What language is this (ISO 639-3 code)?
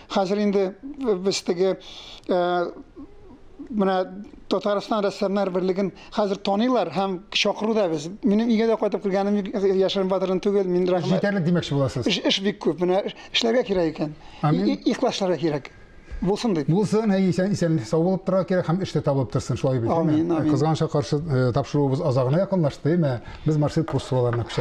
tat